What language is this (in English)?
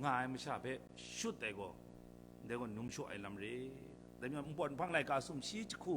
Kachin